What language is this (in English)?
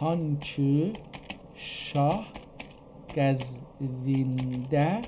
South Azerbaijani